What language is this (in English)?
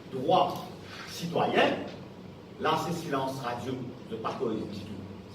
Morisyen